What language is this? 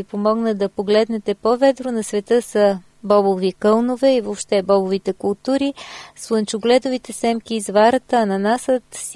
Bulgarian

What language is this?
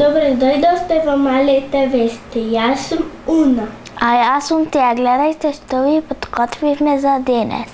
Macedonian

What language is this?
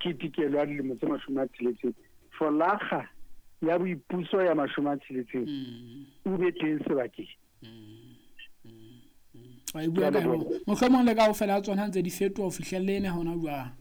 Southern Sotho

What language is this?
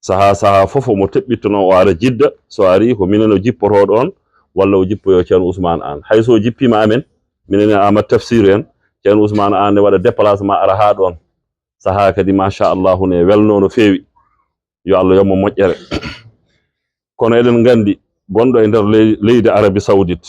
Fula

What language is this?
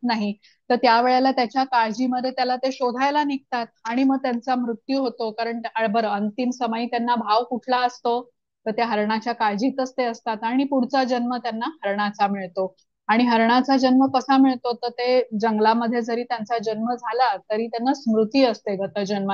Marathi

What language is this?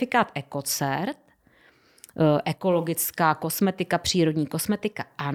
Czech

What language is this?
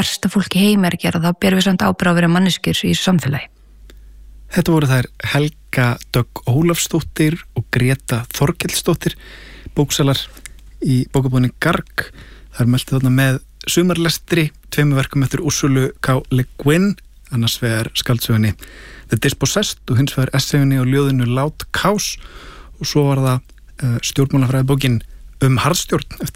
Icelandic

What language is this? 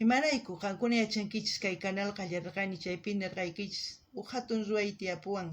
South Bolivian Quechua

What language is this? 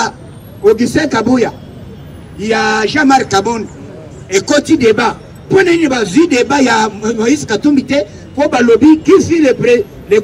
Lingala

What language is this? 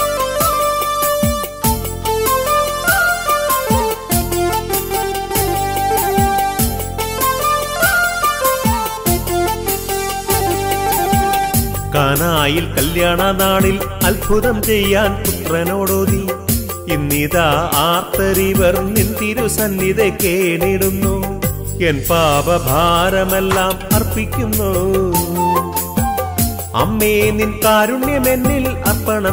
Malayalam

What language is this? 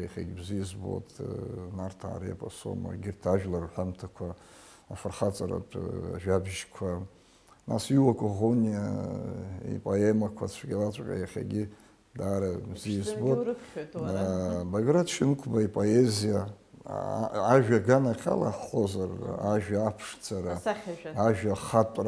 Abkhazian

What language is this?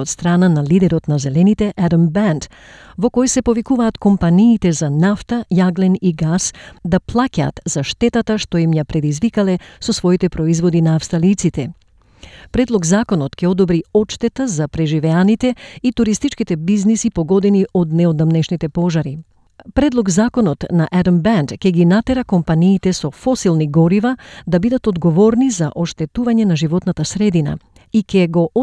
Macedonian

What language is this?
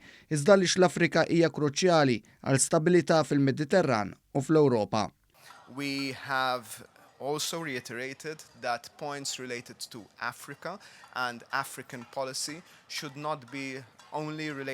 Maltese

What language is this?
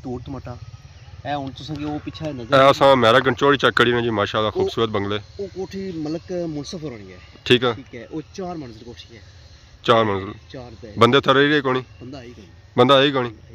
Pahari-Potwari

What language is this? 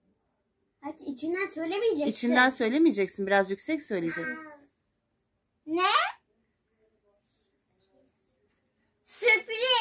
Turkish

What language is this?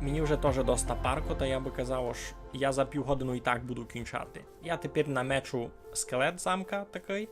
Rusyn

